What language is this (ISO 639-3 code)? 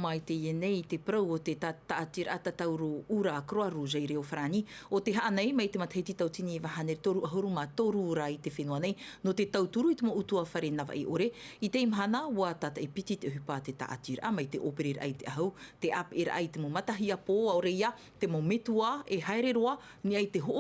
tah